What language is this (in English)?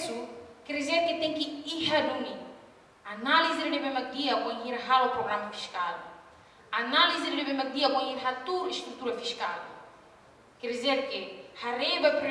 Tetum